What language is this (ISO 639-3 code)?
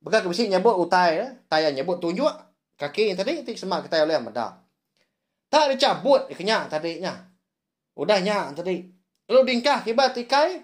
iba